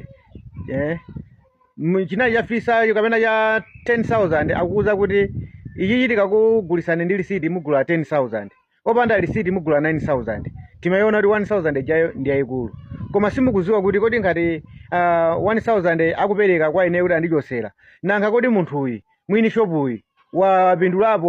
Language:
Nyanja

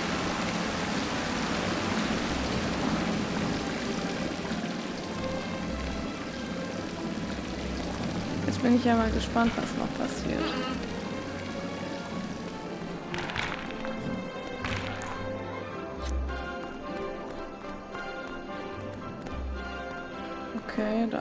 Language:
German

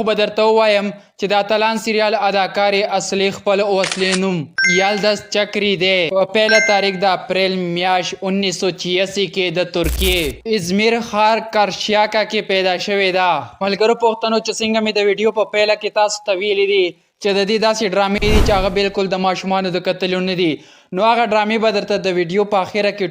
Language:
Pashto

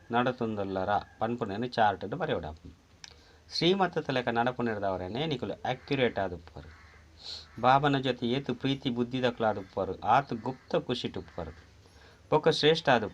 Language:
Tulu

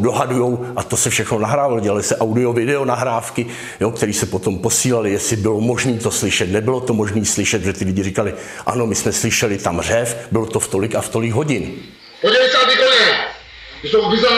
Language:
Czech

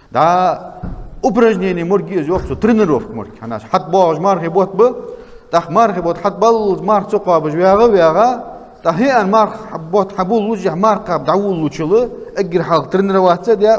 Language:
Ingush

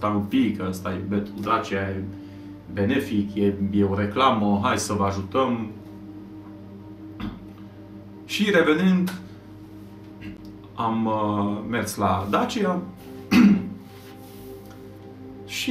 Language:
Romanian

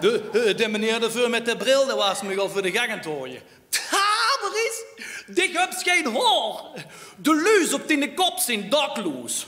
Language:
Limburgish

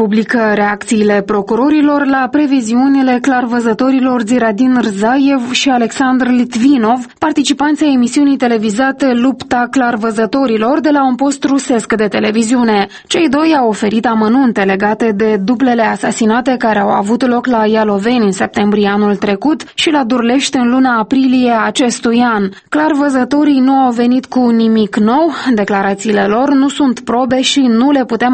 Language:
Romanian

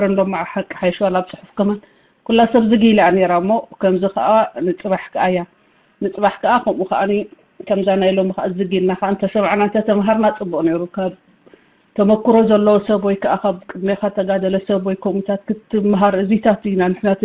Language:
Tigrinya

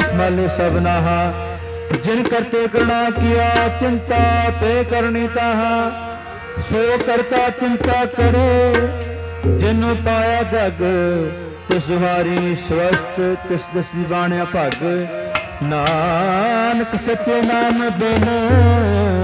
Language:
Punjabi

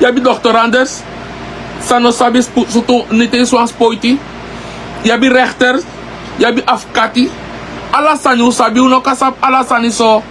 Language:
Sranan Tongo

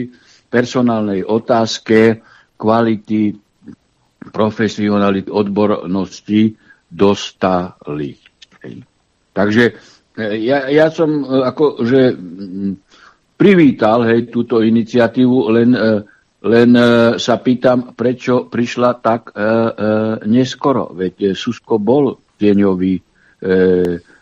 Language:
Slovak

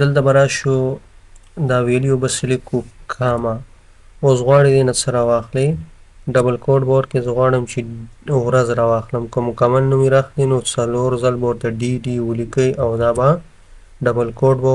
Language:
Pashto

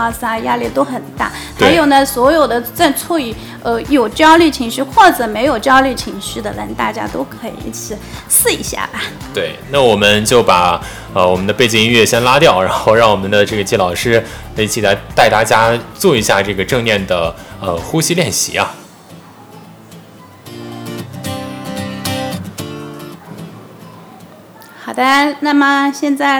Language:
Chinese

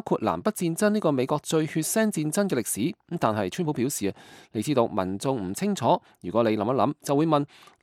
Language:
Cantonese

